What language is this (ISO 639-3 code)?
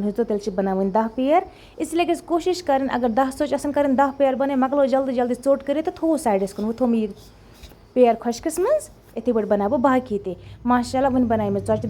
kas